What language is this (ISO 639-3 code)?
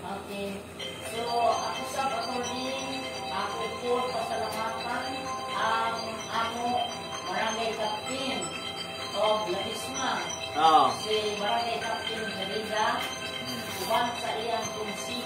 ceb